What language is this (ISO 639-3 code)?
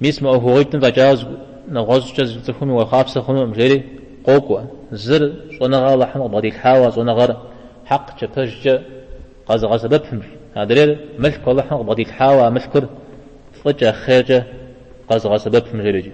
kbd